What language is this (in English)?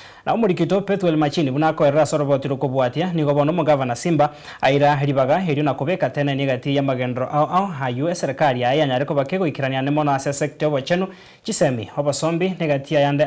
Gusii